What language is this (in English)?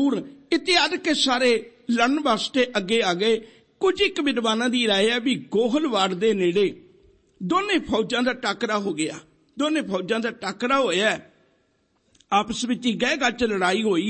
Punjabi